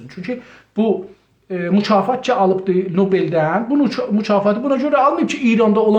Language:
South Azerbaijani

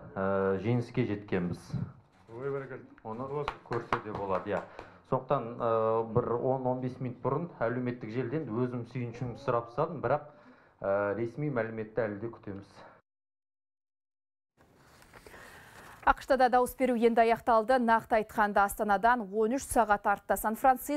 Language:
Kazakh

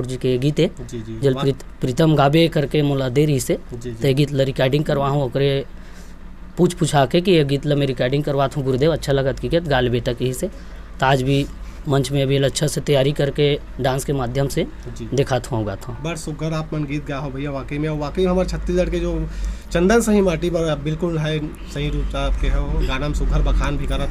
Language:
Chhattisgarhi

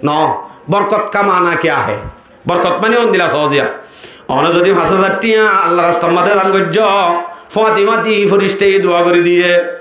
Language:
Rohingya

